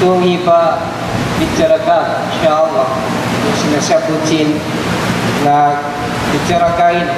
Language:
Tausug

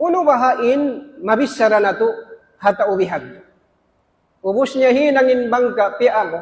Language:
Tausug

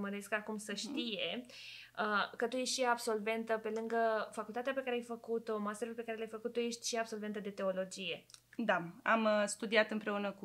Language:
Romanian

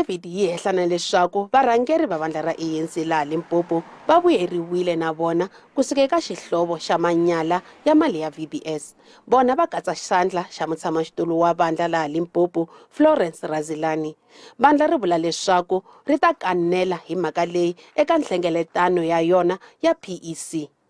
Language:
Tsonga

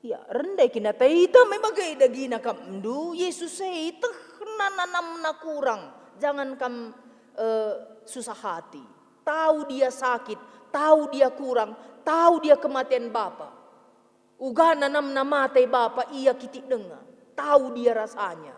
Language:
Batak Karo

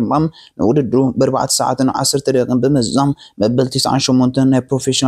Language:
Tigrinya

